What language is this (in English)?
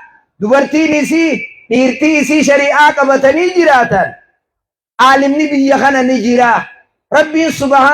Oromo